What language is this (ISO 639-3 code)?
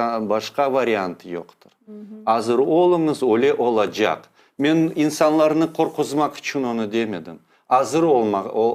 crh